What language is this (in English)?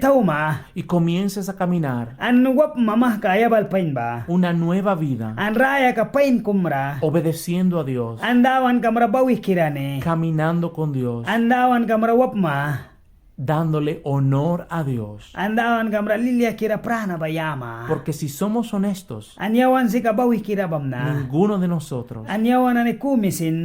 Mískito